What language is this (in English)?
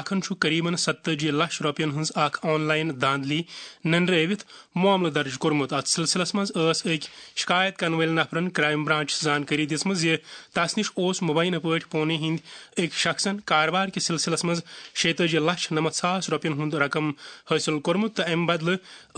Kashmiri